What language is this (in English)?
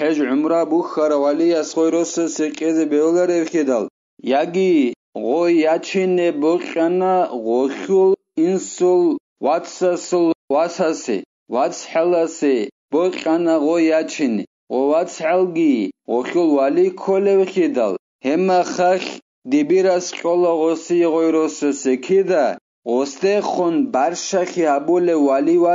Avaric